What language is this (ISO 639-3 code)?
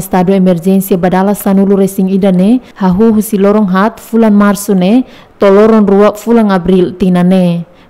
tet